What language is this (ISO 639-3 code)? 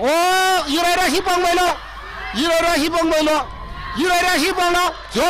nmf